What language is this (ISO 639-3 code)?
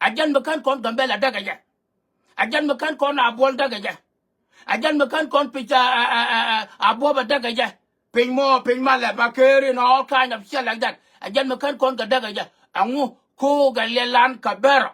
nus